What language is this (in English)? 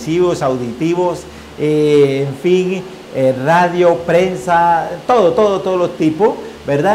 Spanish